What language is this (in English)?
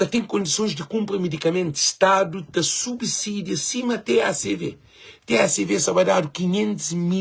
Kabuverdianu